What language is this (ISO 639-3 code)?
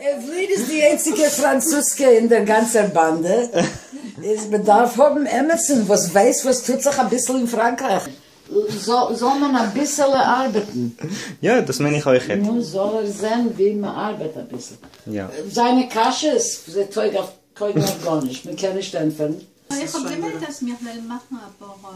yid